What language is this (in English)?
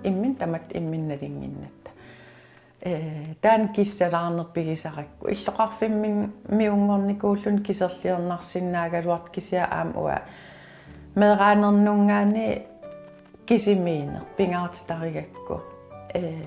Kalaallisut